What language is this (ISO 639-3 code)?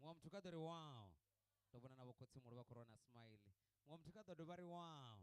ven